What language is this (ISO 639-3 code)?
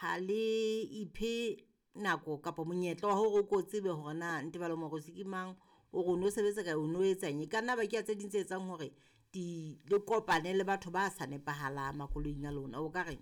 sot